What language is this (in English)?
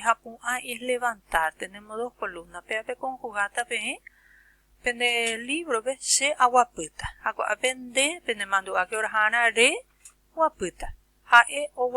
Guarani